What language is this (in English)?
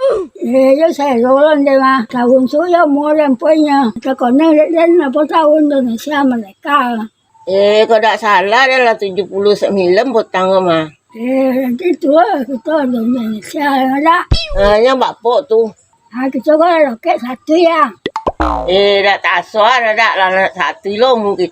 Minangkabau